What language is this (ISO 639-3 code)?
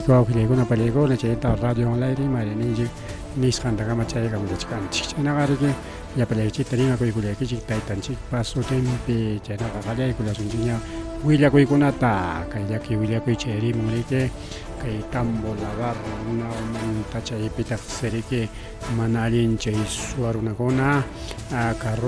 quy